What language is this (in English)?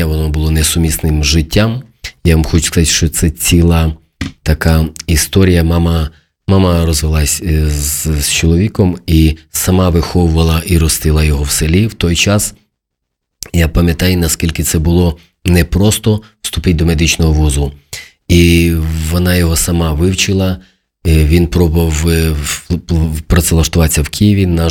Ukrainian